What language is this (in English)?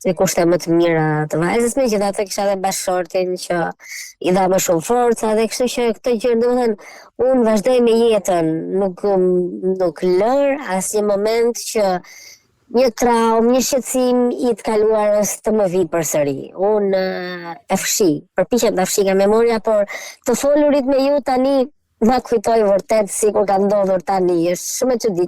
Albanian